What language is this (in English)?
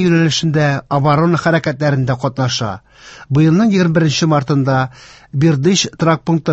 Tatar